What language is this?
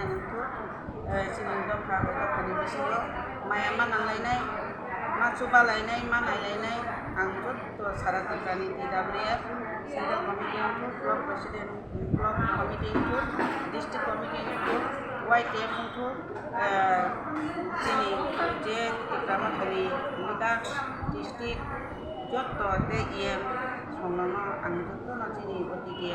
Kok Borok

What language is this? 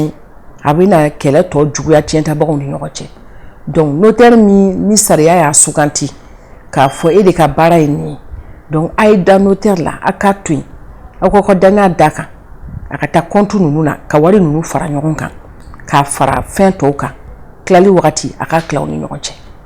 Bambara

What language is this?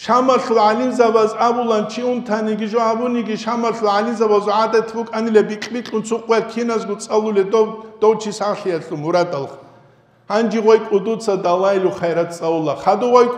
Avaric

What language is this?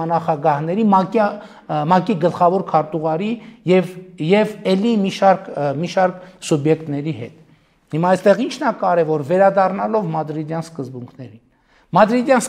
Armenian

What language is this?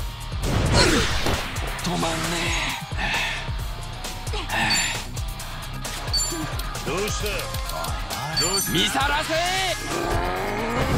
Japanese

